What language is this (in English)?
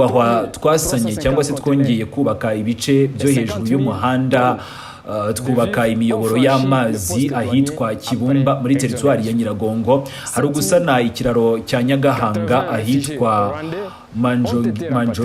Kinyarwanda